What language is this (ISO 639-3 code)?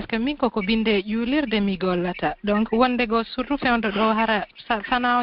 fuf